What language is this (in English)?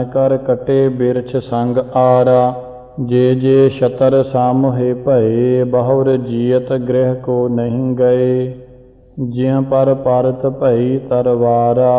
Punjabi